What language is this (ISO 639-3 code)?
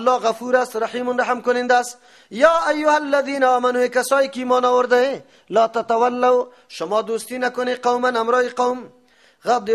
fas